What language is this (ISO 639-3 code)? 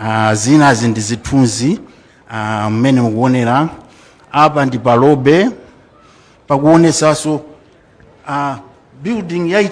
nya